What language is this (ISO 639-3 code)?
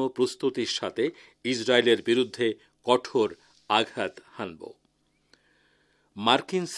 ben